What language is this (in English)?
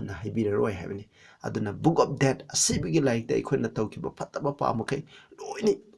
Manipuri